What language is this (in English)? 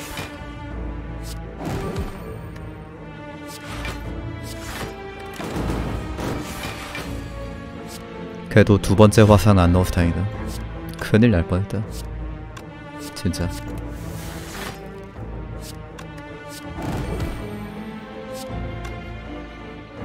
Korean